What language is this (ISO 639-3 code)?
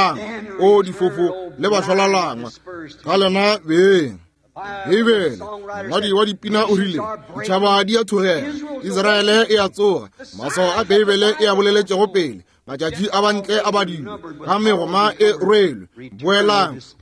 nso